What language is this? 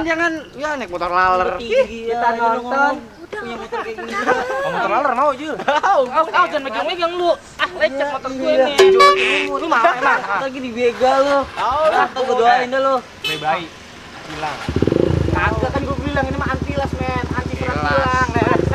Betawi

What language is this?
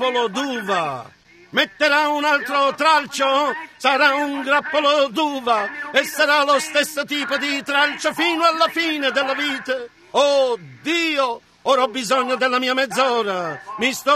Italian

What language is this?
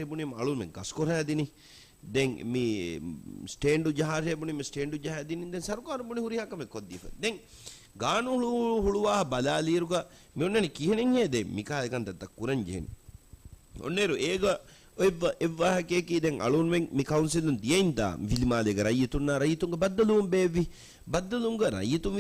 Divehi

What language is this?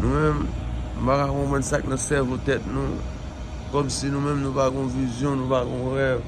Haitian Creole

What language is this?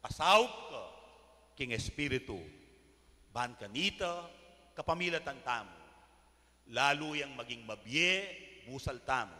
Pampanga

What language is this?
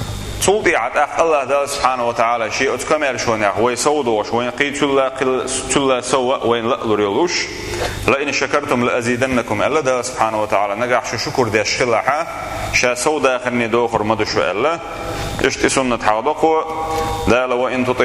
Chechen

